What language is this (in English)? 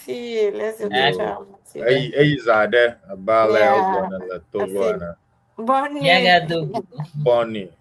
Ewe